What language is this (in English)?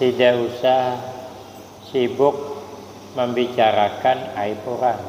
Banjar